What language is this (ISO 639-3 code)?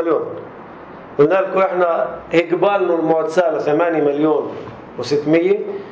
apc